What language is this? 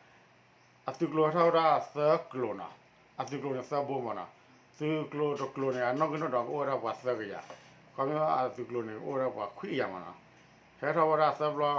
S'gaw Karen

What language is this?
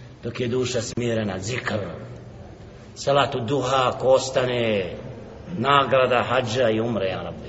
Bosnian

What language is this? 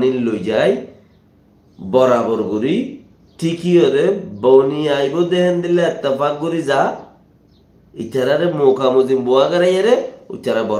Rohingya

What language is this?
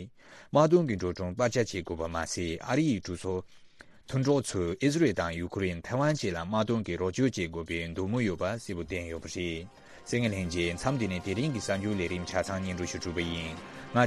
Tibetan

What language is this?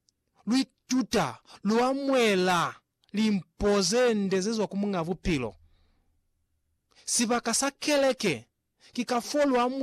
Lozi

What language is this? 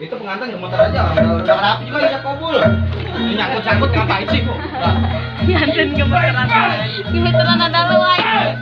Betawi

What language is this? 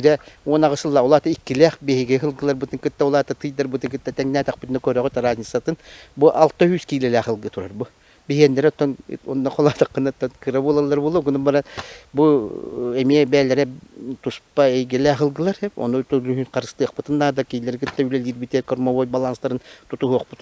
Yakut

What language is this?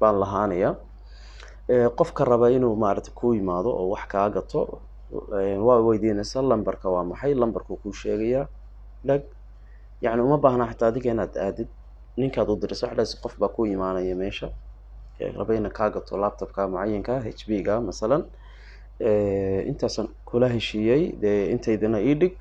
Somali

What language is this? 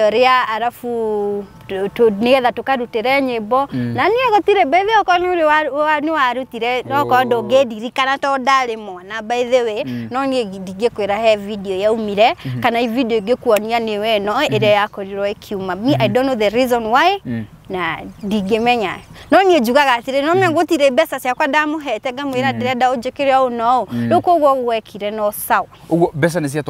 Kikuyu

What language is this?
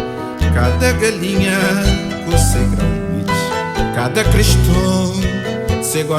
Kabuverdianu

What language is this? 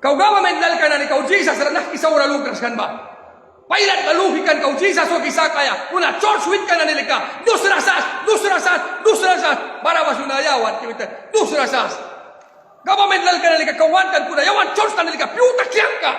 Mískito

